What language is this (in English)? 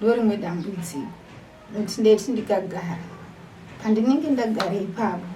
Shona